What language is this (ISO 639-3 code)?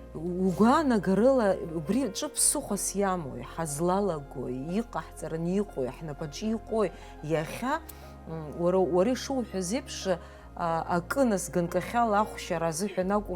abk